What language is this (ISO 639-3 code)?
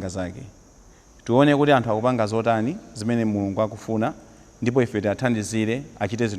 nya